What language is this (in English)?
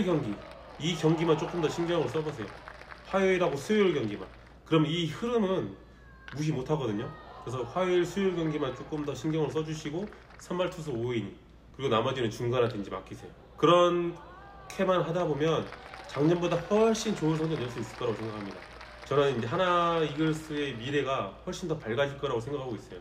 Korean